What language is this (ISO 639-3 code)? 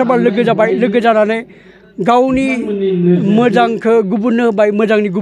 brx